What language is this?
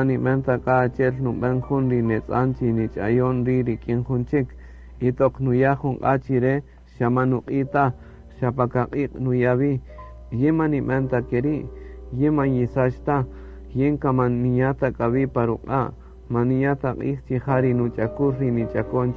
Kaqchikel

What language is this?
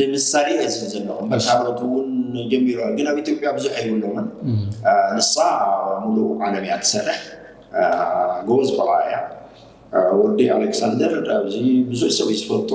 Tigrinya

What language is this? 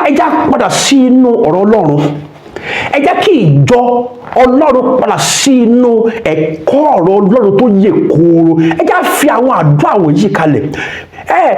Yoruba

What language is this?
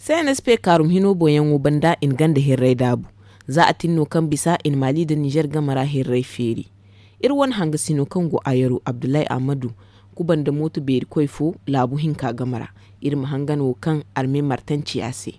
Zarma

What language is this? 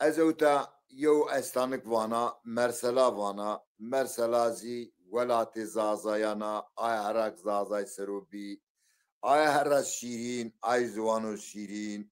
Zaza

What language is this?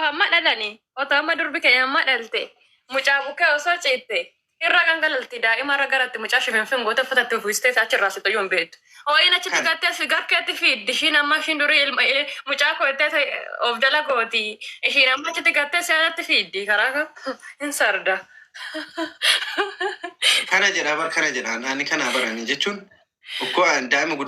Oromo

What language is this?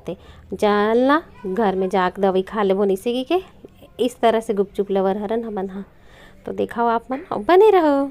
Chhattisgarhi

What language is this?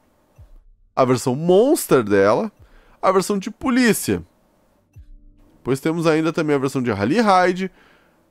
Portuguese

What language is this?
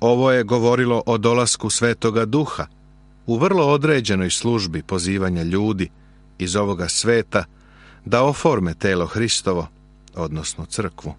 Serbian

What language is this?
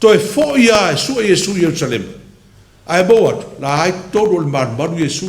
Samoan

